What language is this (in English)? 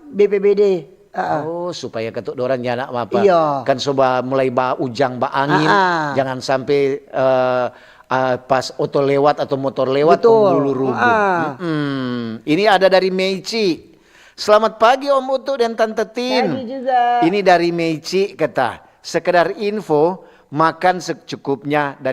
Manado Malay